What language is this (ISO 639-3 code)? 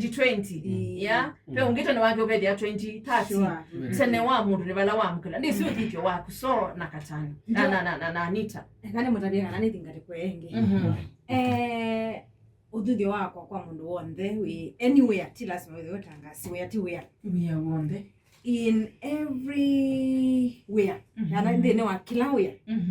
kam